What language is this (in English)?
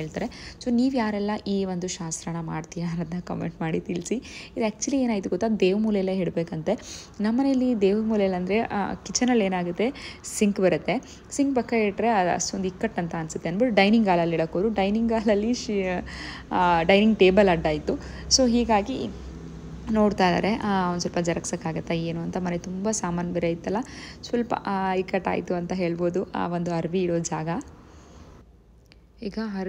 Kannada